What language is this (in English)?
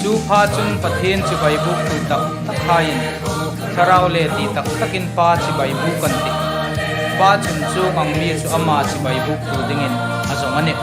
Hmar